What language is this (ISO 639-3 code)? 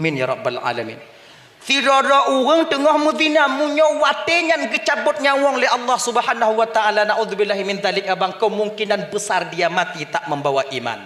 ace